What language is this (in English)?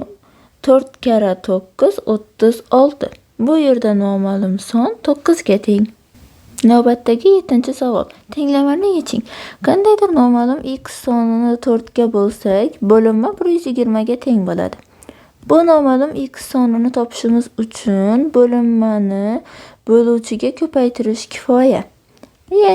Uzbek